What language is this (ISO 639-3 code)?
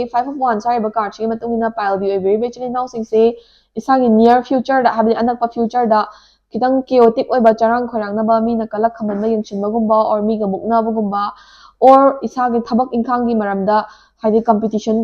mni